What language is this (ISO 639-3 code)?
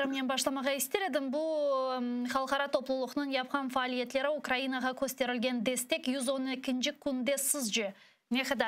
crh